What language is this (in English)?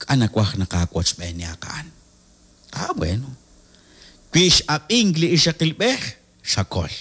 Kekchí